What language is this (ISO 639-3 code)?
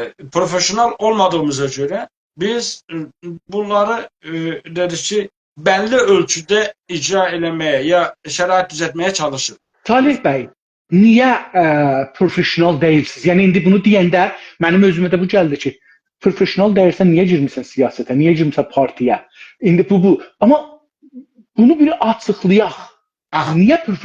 azb